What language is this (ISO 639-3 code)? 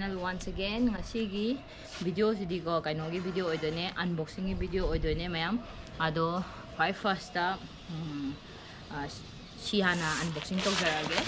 mni